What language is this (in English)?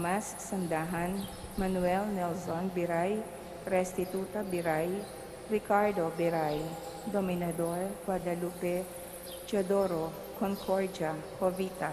Pampanga